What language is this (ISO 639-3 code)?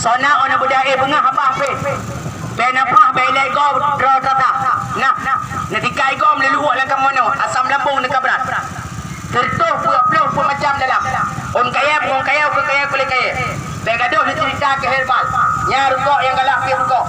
ace